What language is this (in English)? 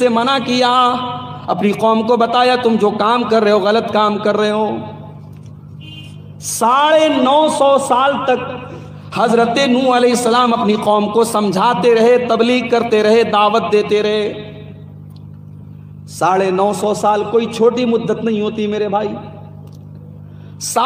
Urdu